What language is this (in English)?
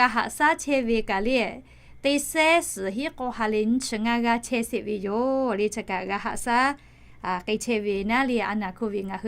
Lahu